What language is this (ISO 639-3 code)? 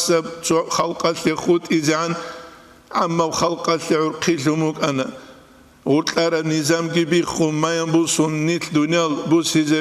ava